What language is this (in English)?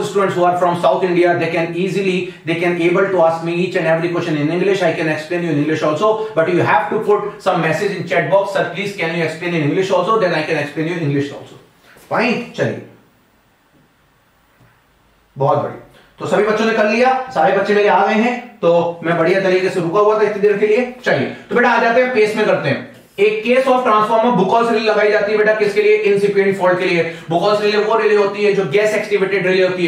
Hindi